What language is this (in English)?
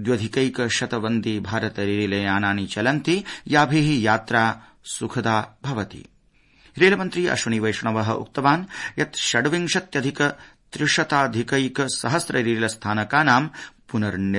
Sanskrit